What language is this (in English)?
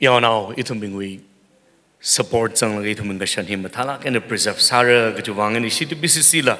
Tangkhul Naga (India)